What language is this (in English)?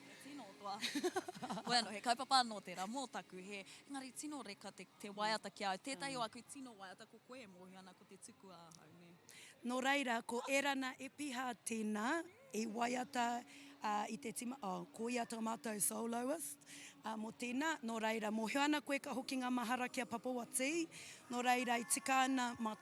Māori